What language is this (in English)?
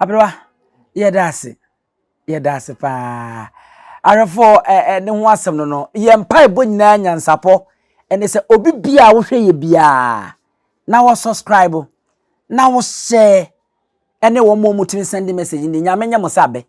Akan